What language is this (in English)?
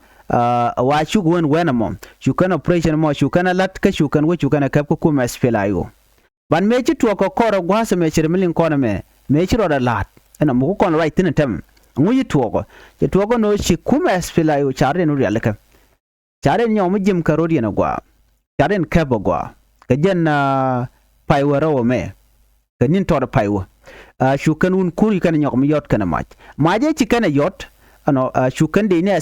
Nuer